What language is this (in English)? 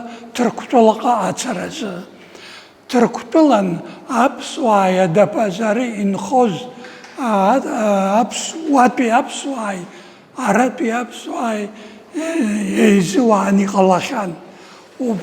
Abkhazian